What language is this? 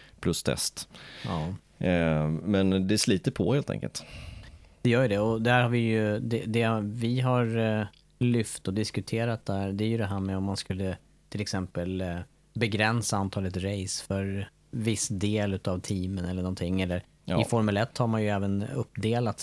Swedish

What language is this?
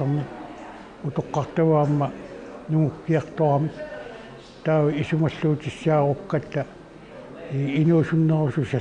Kalaallisut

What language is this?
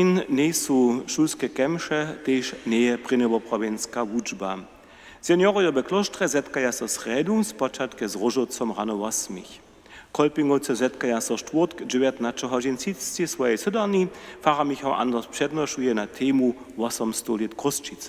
Upper Sorbian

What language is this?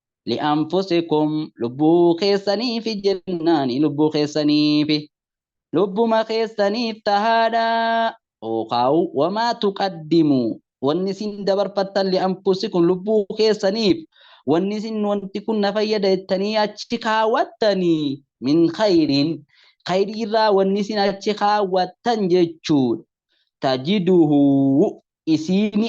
Oromo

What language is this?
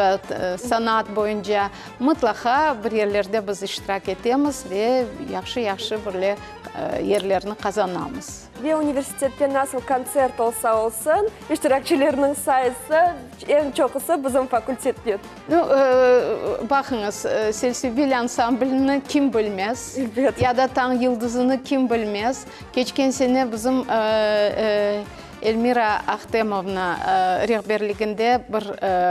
Crimean Tatar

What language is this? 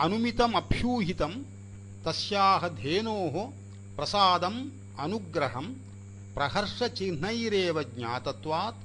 Sanskrit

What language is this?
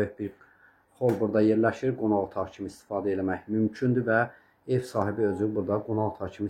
Azerbaijani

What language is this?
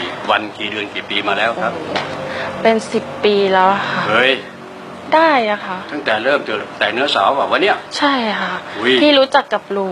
Thai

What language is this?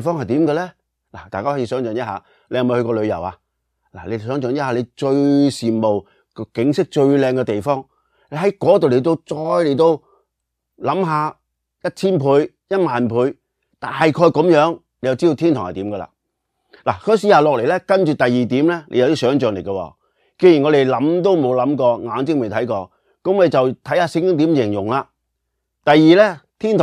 Cantonese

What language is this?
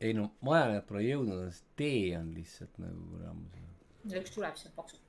Estonian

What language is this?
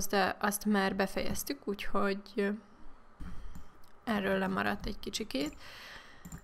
Hungarian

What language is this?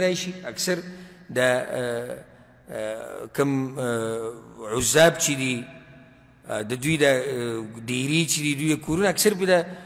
Pashto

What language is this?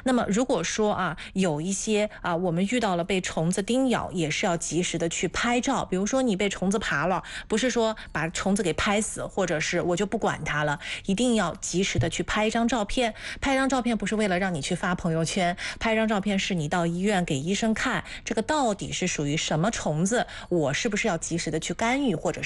Chinese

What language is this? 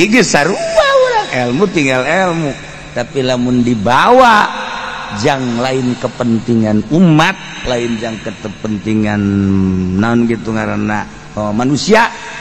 Sundanese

